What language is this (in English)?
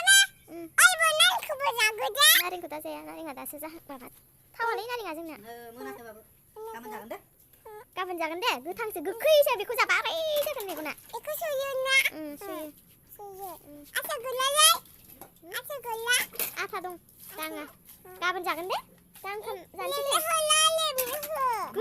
Bodo